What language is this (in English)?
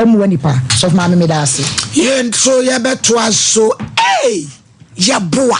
Akan